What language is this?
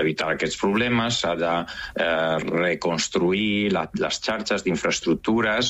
Catalan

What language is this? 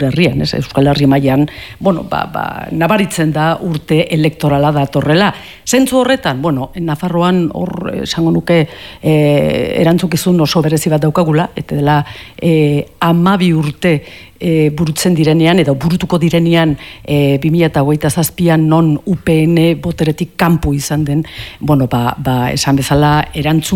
Basque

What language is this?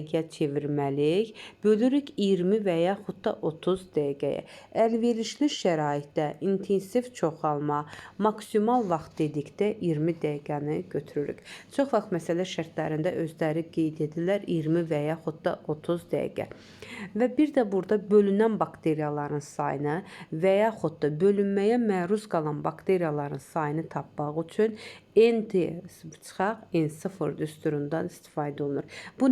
Azerbaijani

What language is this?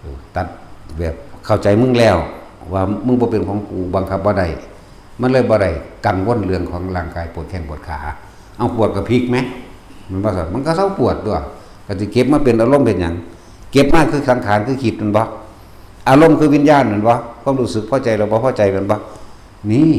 Northeastern Thai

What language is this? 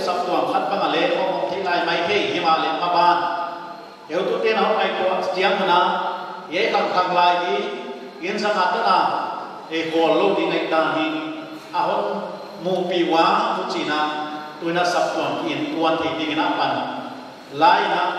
Paite Chin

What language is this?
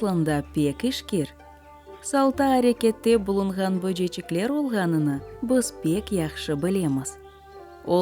Crimean Tatar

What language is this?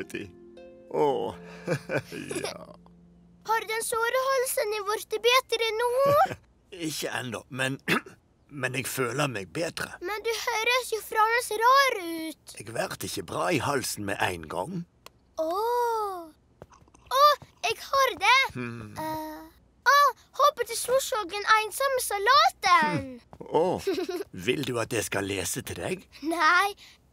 Norwegian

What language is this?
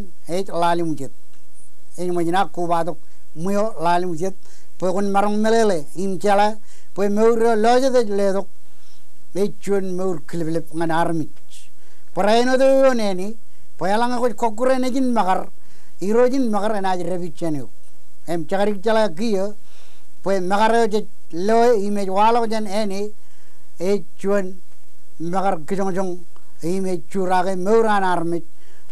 Marshallese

